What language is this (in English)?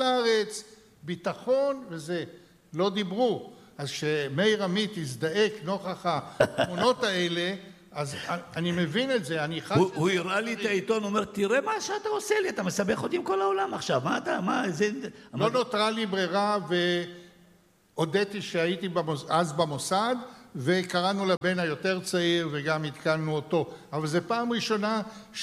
Hebrew